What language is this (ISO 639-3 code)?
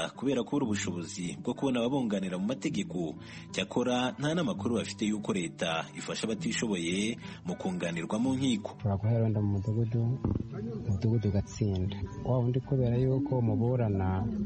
kin